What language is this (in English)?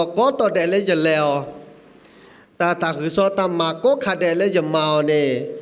S'gaw Karen